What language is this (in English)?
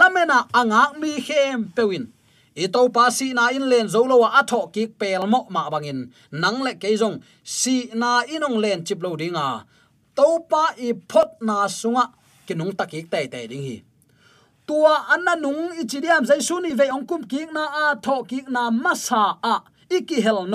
Tedim Chin